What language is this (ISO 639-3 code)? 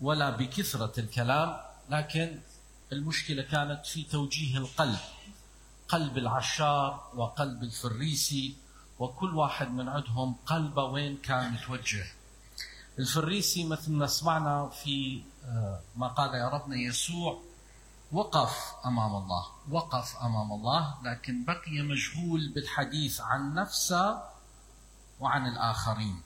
acm